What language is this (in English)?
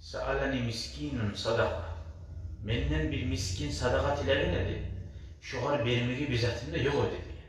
Kumyk